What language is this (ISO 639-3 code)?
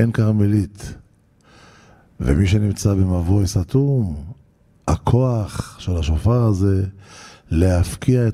heb